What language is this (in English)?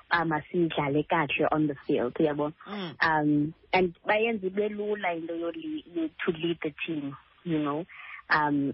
Xhosa